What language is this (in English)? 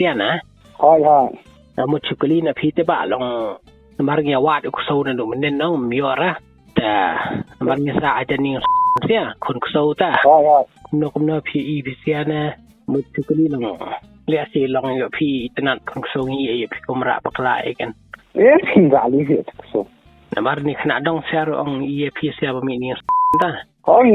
Khasi